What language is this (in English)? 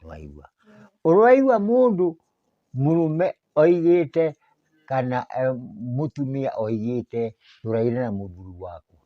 Kikuyu